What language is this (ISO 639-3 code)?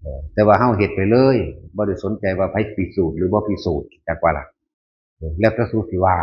tts